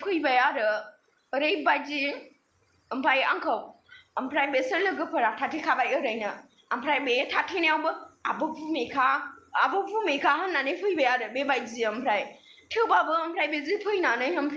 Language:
Bodo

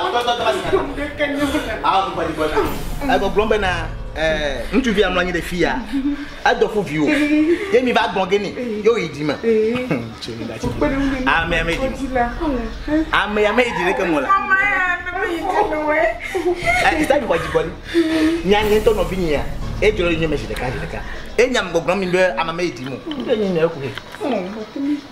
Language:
Ewe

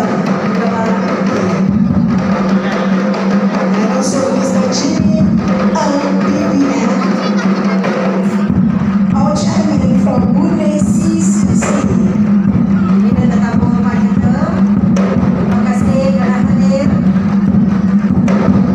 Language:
Malay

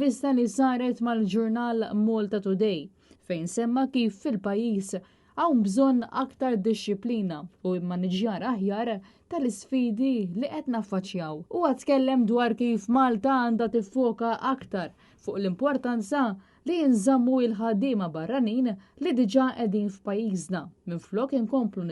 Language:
Maltese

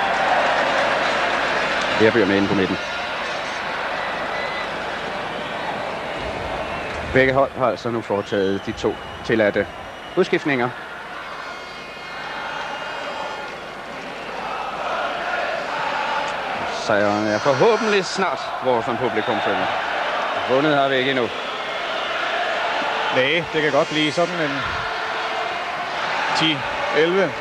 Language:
Danish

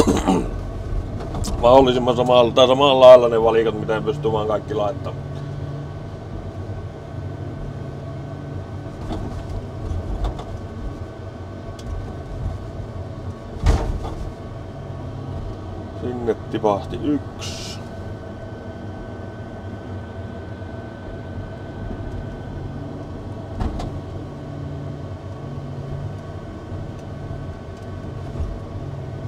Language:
Finnish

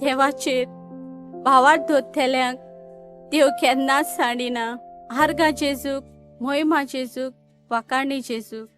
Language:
Konkani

